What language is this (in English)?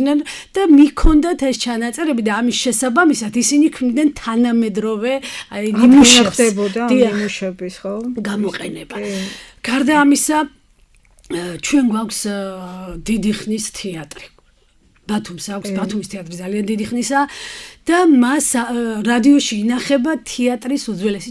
Georgian